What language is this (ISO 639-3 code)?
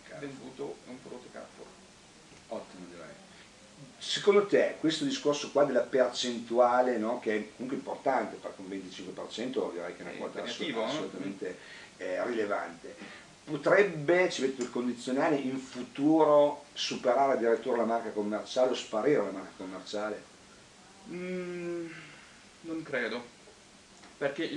ita